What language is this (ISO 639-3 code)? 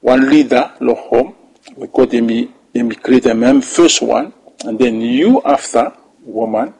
bis